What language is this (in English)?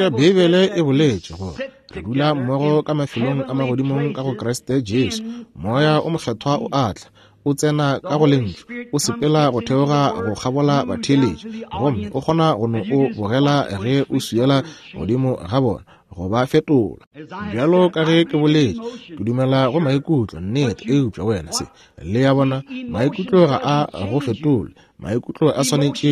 Northern Sotho